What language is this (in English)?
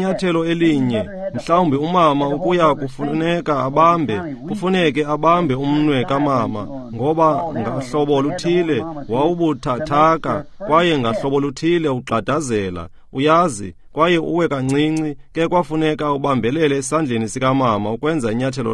Xhosa